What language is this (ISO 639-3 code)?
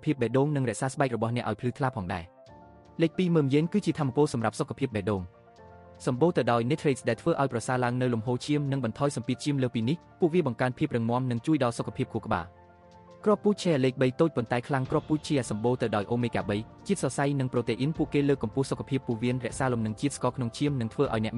khm